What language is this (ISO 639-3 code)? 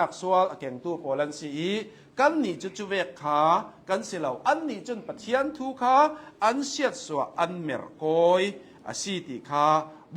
cnh